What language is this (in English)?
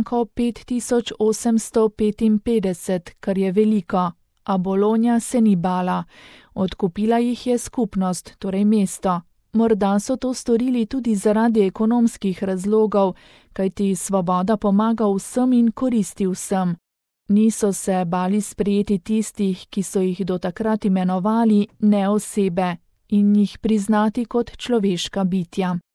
Slovenian